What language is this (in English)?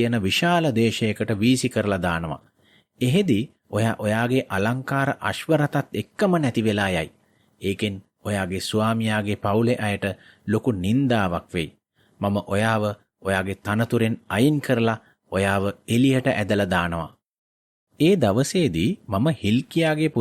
Sinhala